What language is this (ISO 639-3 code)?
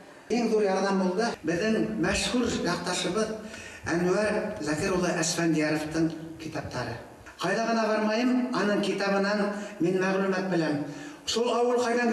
bak